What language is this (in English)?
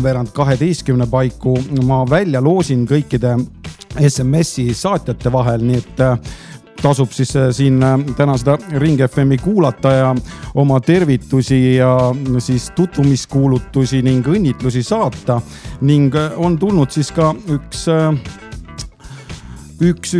Estonian